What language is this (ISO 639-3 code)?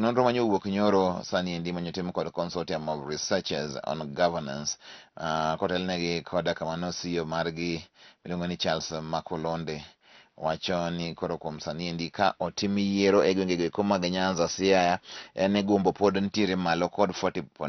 luo